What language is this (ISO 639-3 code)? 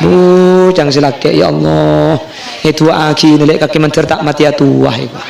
mad